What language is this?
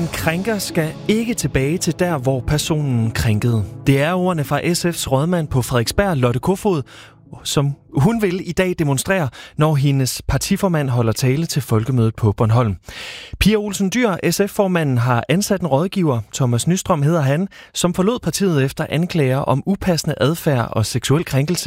Danish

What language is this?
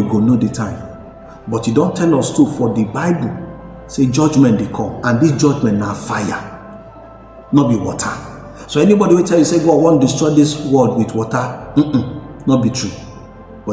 Nigerian Pidgin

